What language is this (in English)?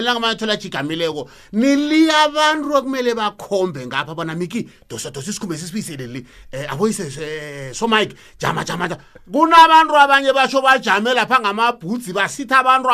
South Ndebele